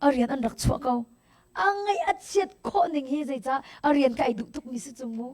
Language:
Hakha Chin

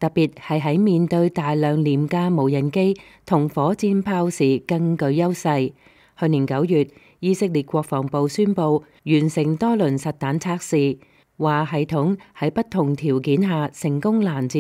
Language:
Cantonese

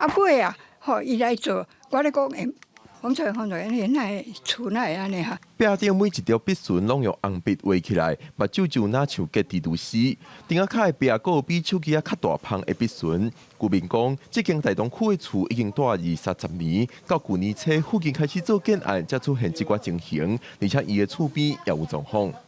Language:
Min Nan Chinese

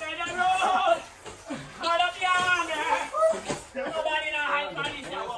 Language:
Jamaican Creole English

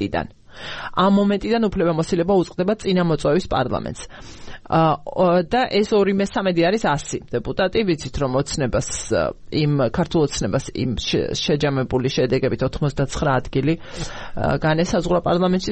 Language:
Georgian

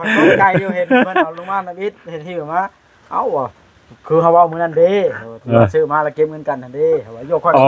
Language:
Lao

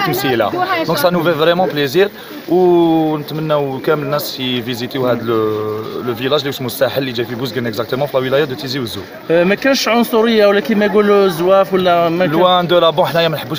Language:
Algerian Arabic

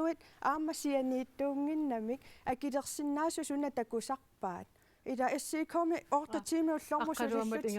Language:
Kalaallisut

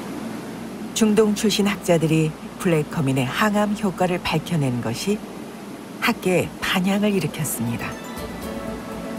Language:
Korean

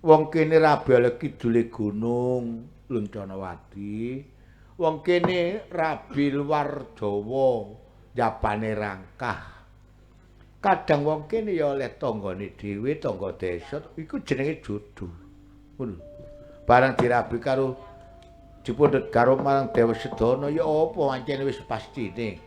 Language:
Javanese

